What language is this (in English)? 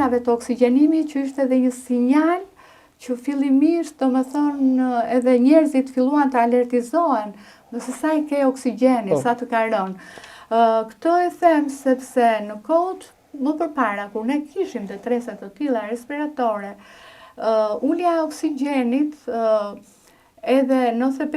Albanian